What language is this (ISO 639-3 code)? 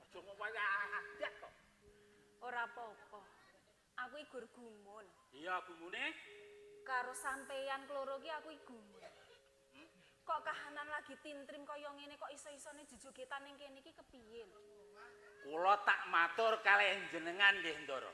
jav